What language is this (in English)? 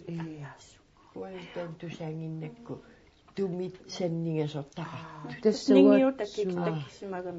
Kalaallisut